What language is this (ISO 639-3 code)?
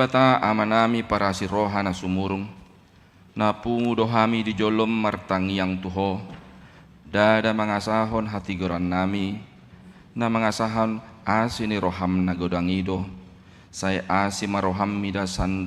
bbc